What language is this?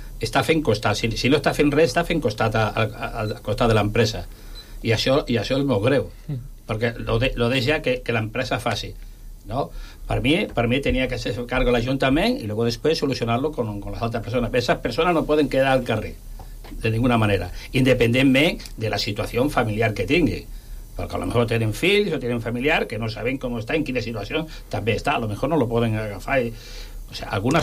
Catalan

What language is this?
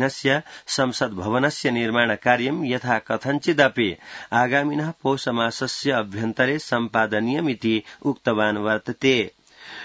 Sanskrit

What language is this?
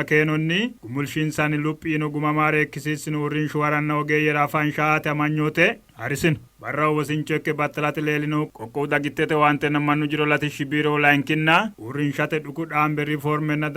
Sidamo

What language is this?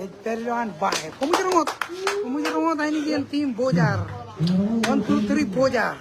Marshallese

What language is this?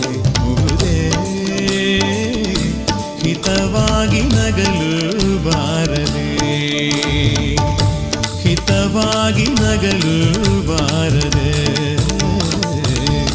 Kannada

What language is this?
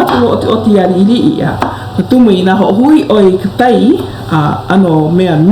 Hawaiian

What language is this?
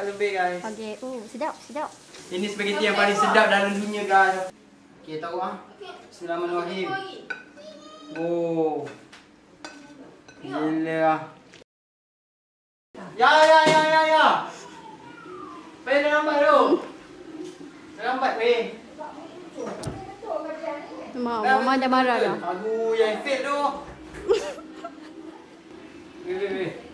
Malay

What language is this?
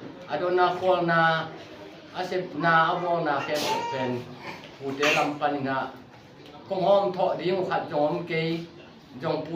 Tedim Chin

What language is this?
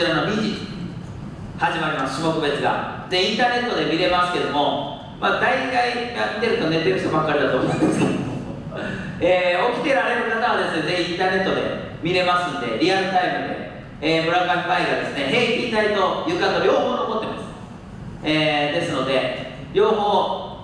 Japanese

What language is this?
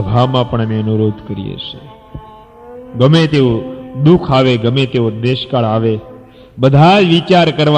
Gujarati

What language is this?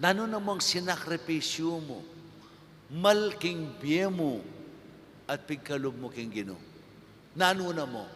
Pampanga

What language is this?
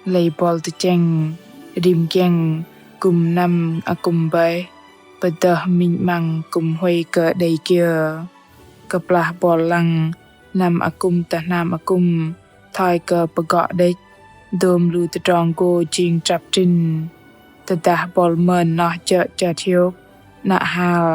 Bahnar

